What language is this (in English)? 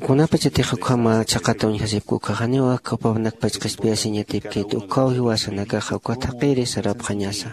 Aymara